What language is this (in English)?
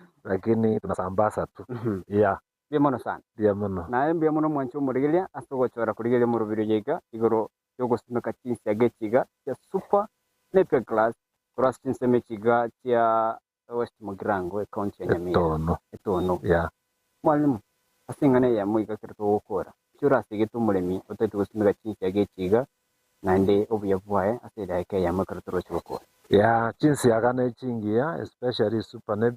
Gusii